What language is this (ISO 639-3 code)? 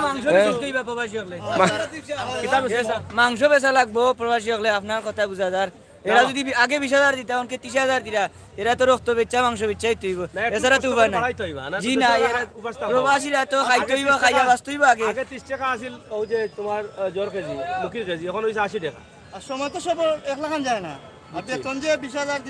syl